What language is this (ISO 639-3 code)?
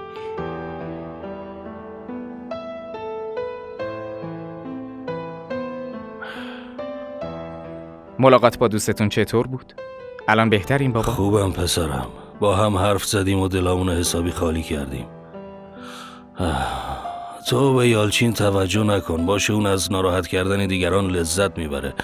fas